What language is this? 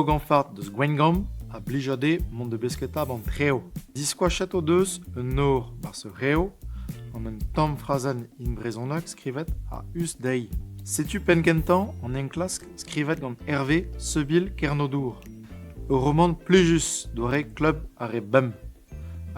Breton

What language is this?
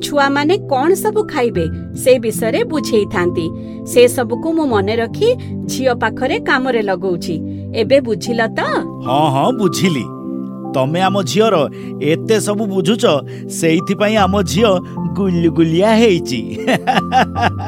Odia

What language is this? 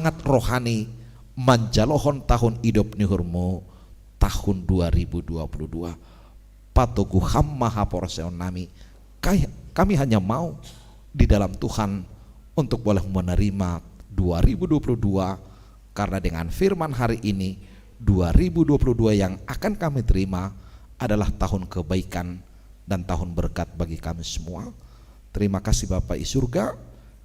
Batak Simalungun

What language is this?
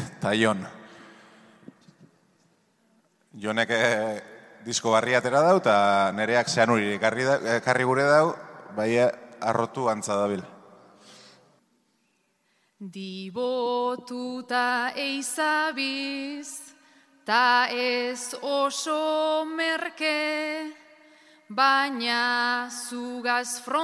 Basque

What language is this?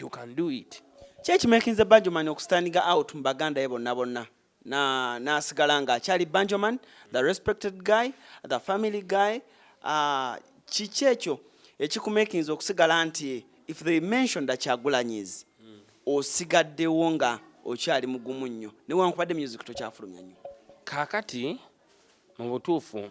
Ganda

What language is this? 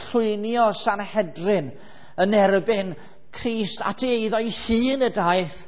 Welsh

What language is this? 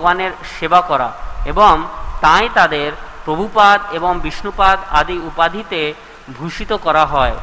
Bangla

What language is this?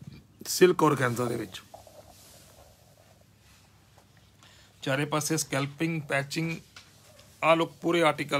Punjabi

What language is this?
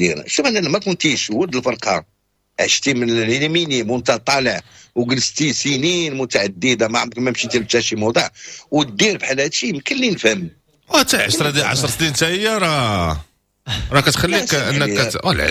Moroccan Arabic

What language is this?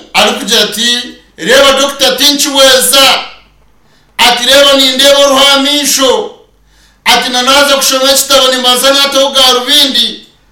Nyankole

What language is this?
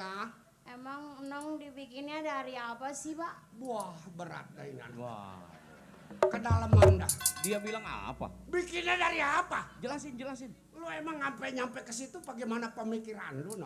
Betawi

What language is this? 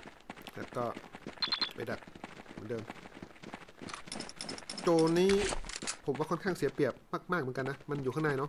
Thai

